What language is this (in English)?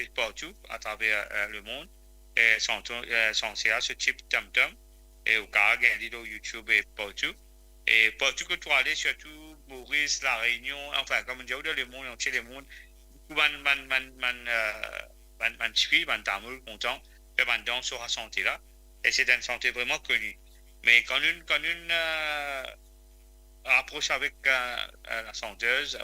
Morisyen